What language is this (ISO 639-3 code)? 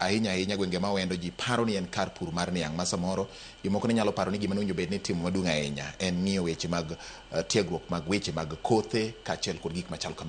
luo